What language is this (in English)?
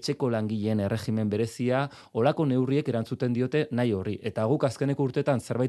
Basque